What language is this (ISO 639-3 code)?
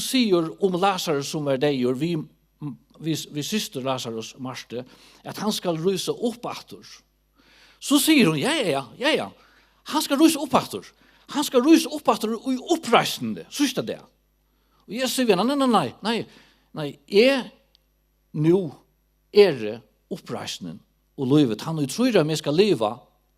fao